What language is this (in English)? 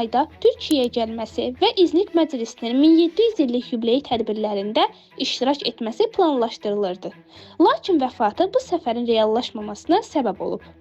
Azerbaijani